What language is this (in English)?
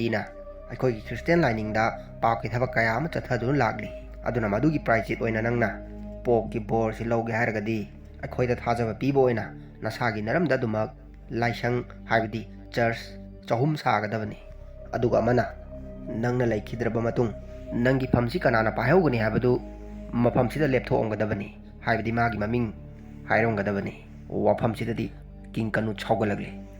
Manipuri